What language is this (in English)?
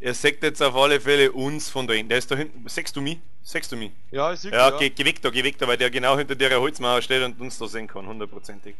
Bavarian